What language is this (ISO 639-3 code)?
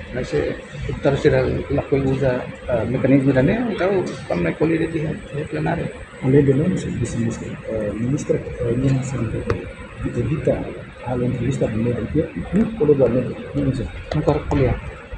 tet